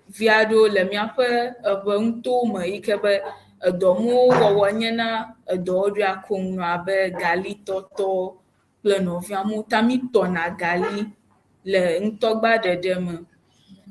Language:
Ewe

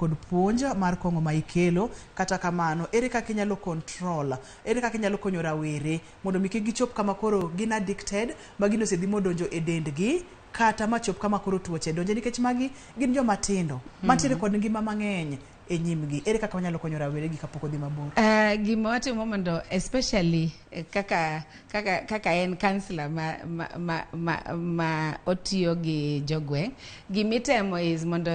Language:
Luo (Kenya and Tanzania)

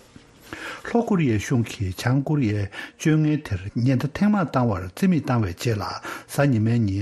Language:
Tibetan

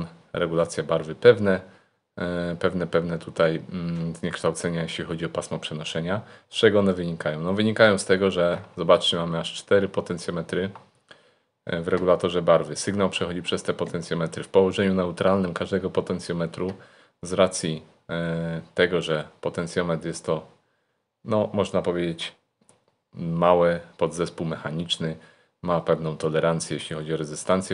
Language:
Polish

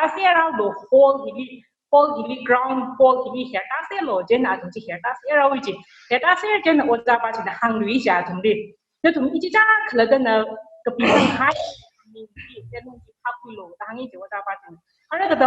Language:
Tangkhul Naga (India)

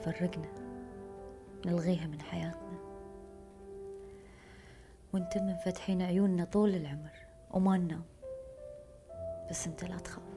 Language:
Gulf Arabic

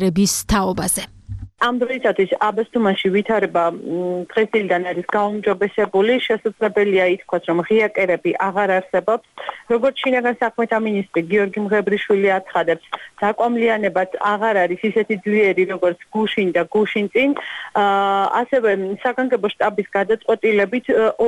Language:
Georgian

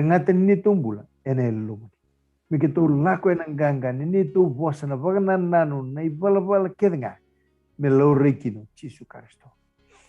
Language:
Fijian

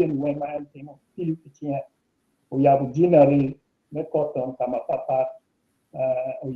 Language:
Acoli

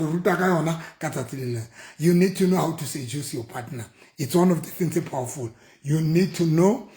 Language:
Southern Sotho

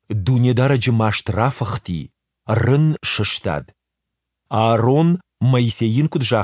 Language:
Ossetic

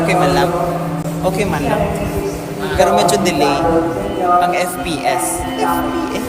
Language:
Bikol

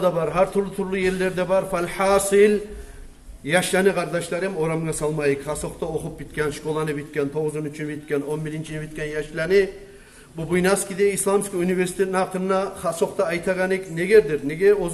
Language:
Kumyk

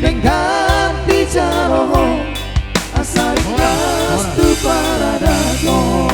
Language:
Batak Toba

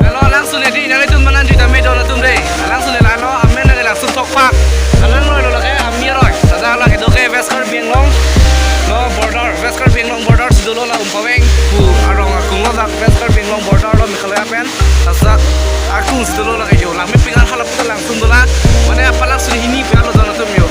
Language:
Karbi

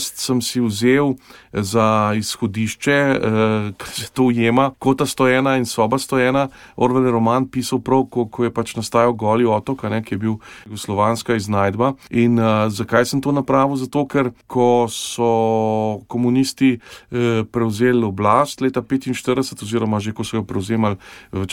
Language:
Slovenian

